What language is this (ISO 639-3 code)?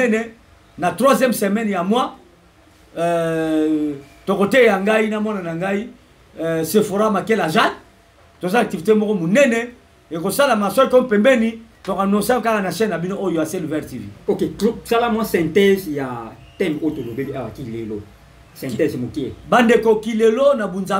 lin